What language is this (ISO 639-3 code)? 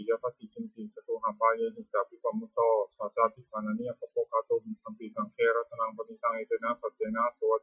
pli